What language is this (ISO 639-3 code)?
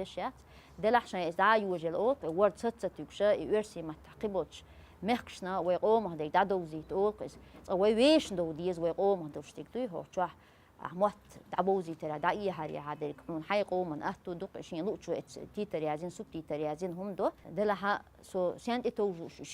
che